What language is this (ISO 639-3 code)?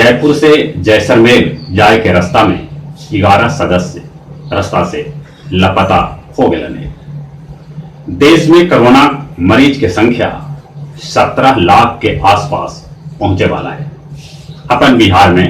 mag